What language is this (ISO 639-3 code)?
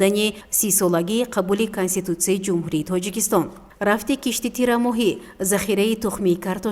tgk